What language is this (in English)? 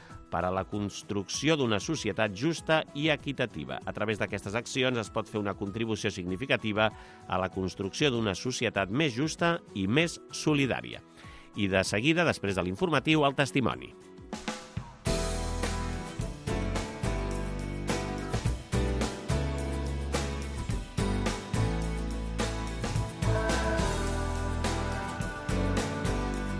Catalan